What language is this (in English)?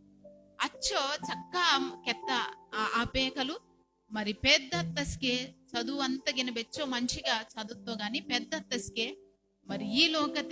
Koya